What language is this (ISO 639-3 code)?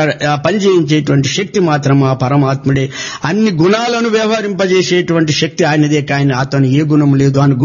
tel